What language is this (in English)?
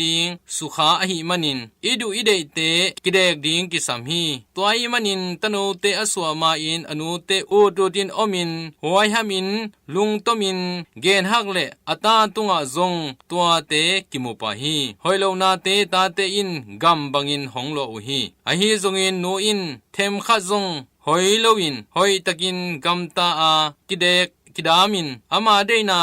Tedim Chin